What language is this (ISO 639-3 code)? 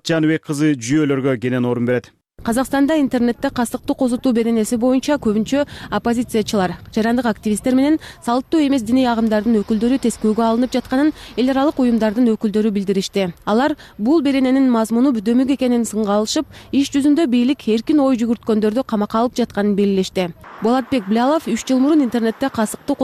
kir